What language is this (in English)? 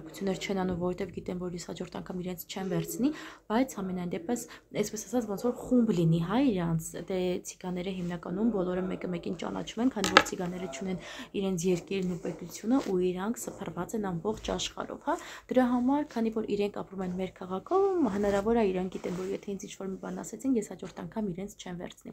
Armenian